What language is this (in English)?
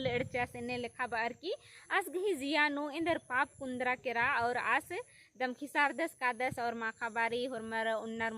Kurukh